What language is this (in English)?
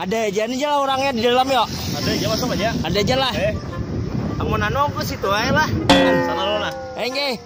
Banjar